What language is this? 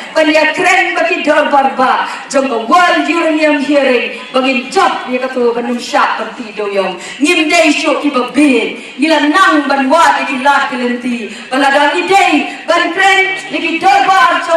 Khasi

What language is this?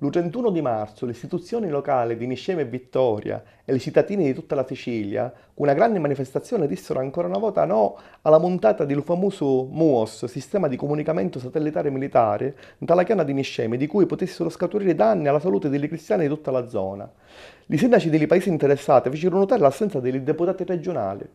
Sicilian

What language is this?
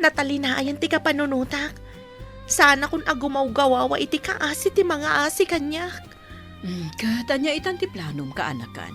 Iloko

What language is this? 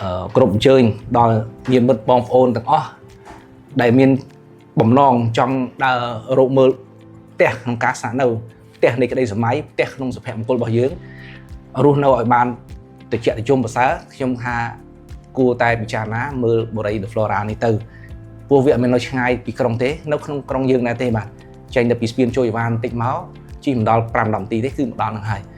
Khmer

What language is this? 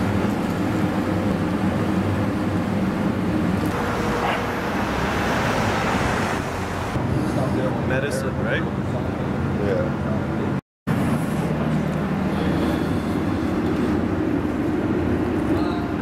English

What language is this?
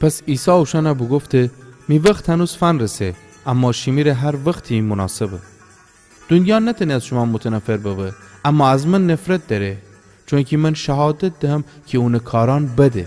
Gilaki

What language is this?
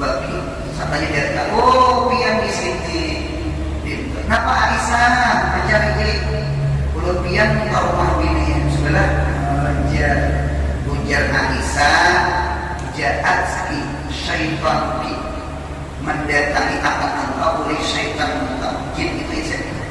Banjar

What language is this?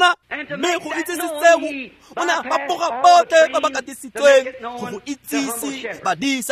Tswana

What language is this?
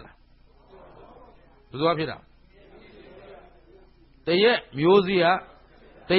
Burmese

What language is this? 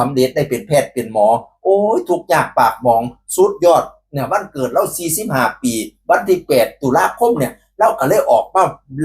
Northeastern Thai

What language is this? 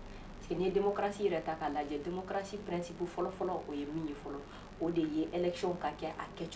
Bambara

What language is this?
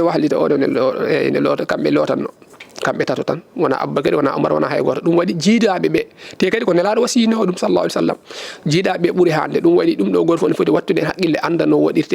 Fula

